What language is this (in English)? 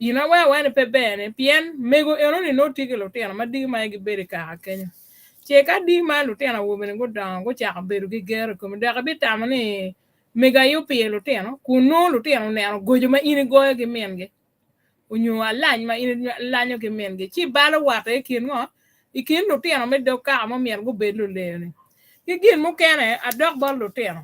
Acoli